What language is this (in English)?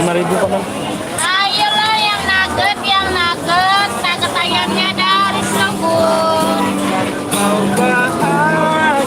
Banjar